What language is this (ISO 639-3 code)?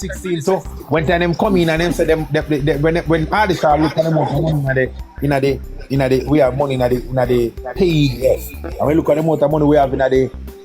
jam